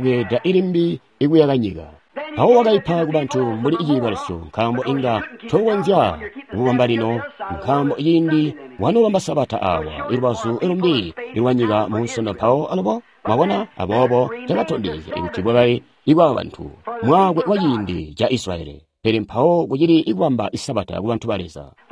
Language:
Tonga (Zambia)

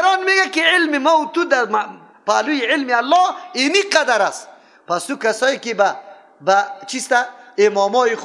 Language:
Persian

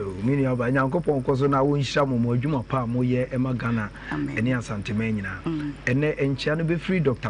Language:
Akan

